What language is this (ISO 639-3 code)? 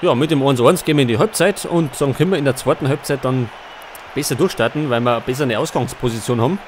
bar